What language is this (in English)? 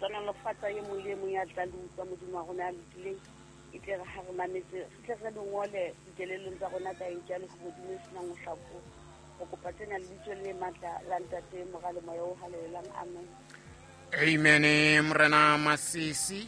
Southern Sotho